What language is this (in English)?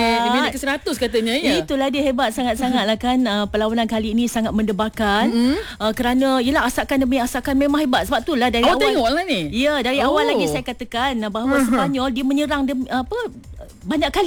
Malay